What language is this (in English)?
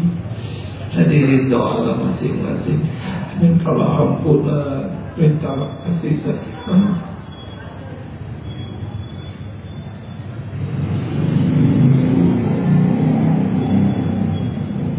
Indonesian